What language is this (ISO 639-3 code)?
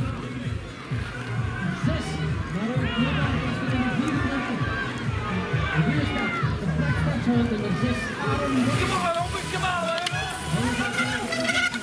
nld